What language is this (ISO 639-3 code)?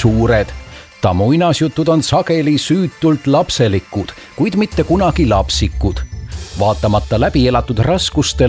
est